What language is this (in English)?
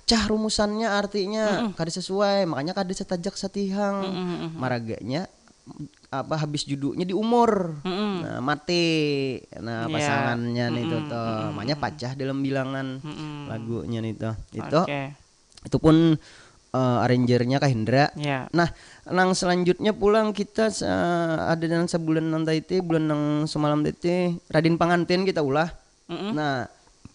Banjar